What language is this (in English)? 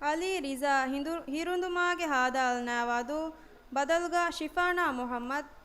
Divehi